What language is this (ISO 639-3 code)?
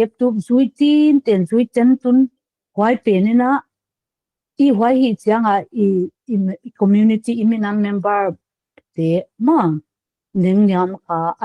pck